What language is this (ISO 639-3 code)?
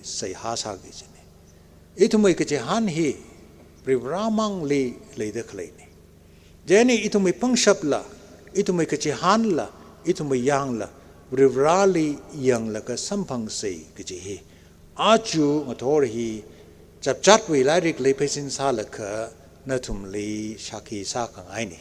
nmf